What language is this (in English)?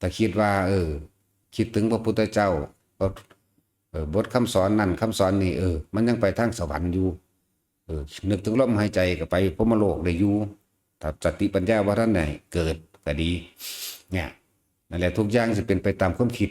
Lao